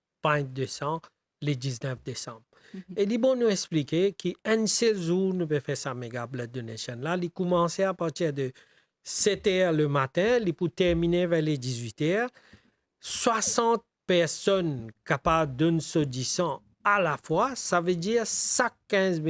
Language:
Morisyen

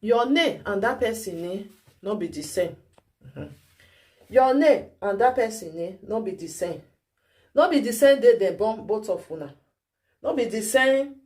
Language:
Nigerian Pidgin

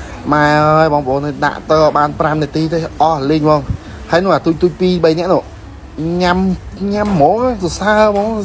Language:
Khmer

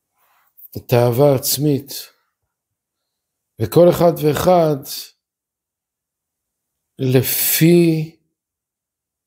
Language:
Hebrew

